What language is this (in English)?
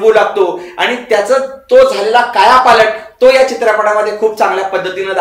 Marathi